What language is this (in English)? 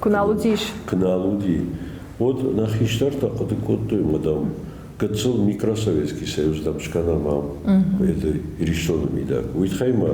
Ossetic